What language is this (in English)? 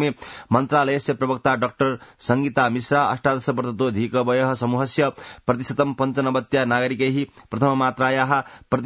Sanskrit